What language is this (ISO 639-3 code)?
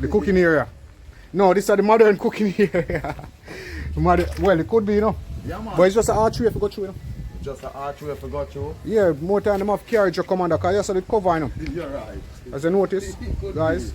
jam